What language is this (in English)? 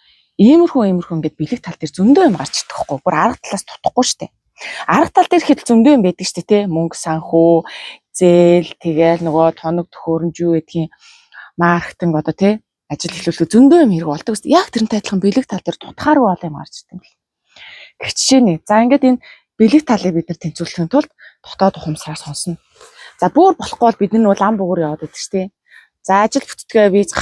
Mongolian